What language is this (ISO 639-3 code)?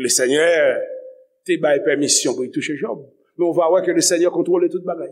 hat